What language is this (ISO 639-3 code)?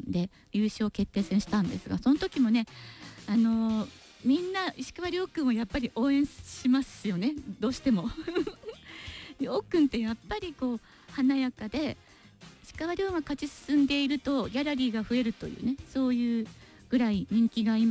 jpn